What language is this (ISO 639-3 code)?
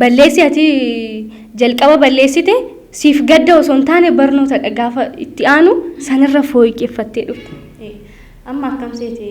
orm